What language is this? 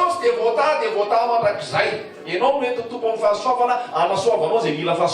Malagasy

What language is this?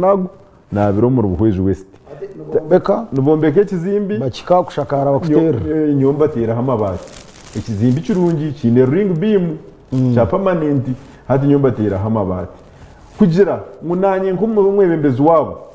Nyankole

